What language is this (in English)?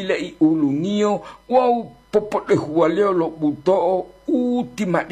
Gorontalo